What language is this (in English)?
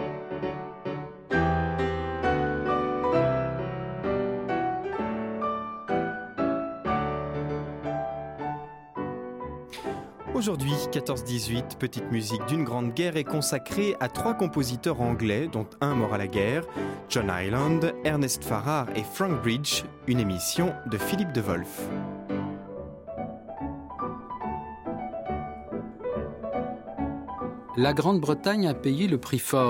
French